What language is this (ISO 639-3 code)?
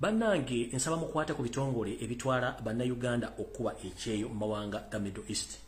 lug